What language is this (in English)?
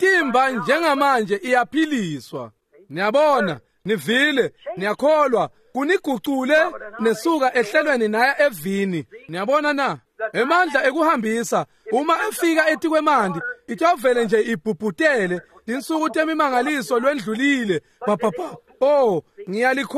Swati